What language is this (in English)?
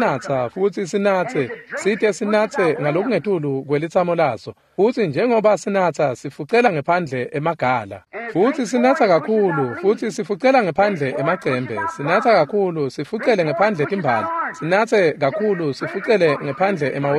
Swati